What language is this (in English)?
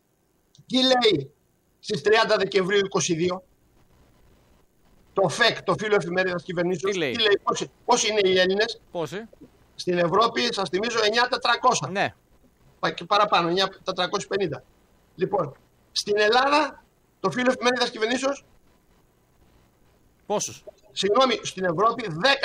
Greek